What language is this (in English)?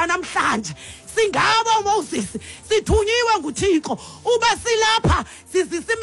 Xhosa